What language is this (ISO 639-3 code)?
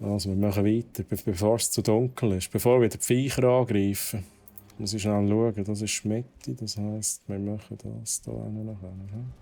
gsw